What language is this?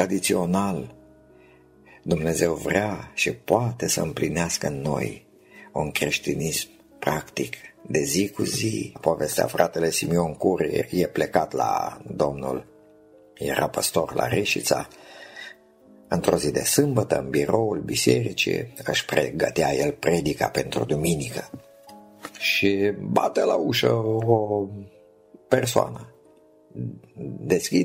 Romanian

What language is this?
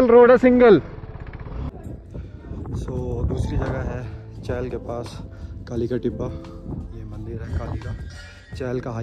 Hindi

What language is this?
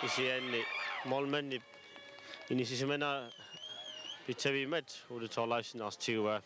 Kalaallisut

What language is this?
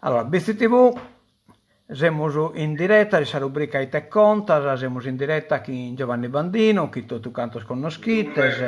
Sardinian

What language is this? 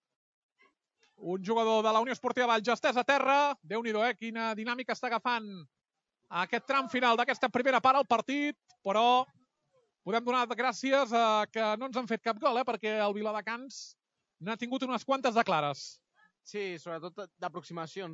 Catalan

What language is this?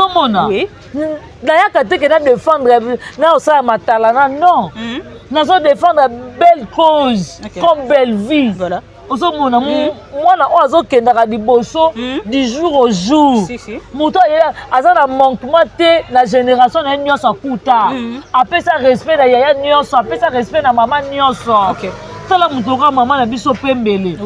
Lingala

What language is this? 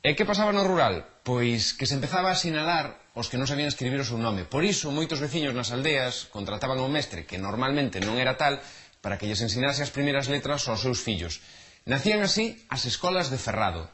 Galician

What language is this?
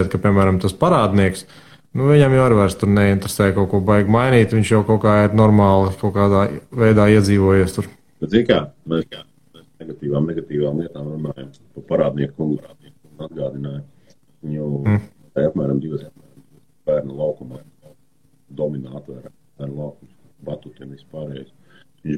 Latvian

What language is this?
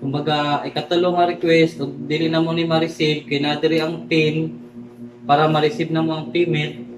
Cebuano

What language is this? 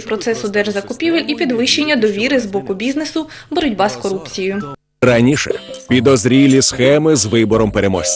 Ukrainian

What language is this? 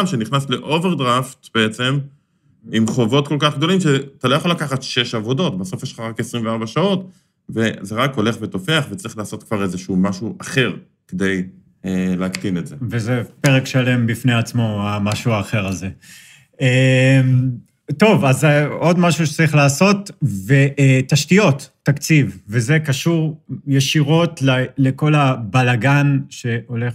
Hebrew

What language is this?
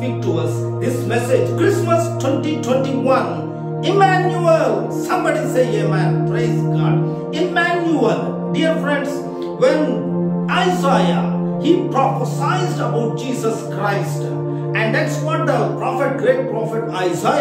English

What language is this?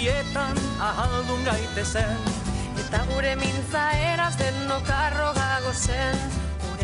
Basque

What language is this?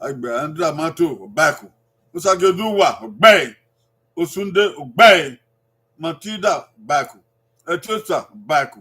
Bini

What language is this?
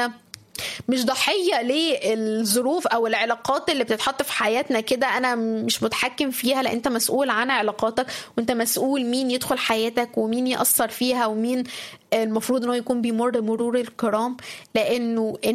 Egyptian Arabic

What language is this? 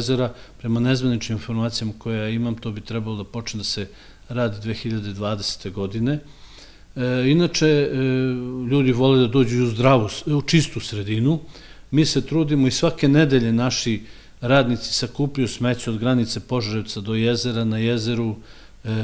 Serbian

